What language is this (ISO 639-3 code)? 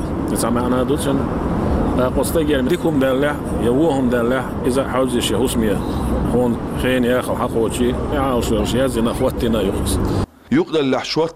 che